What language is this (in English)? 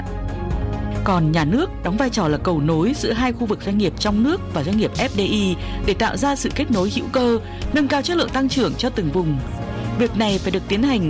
Vietnamese